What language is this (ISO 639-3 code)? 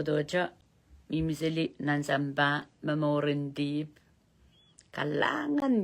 pon